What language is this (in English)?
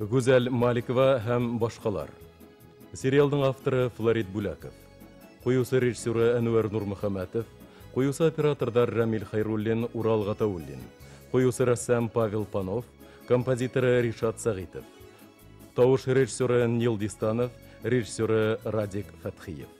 Bashkir